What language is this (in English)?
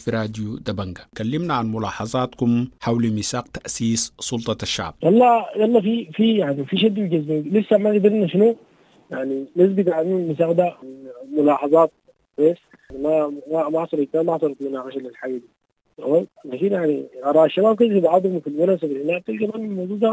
Sudanese Arabic